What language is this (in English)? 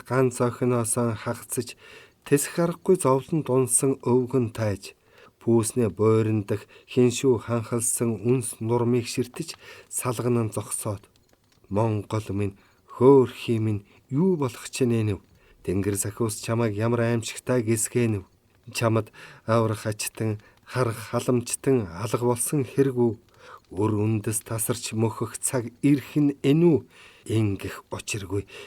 Mongolian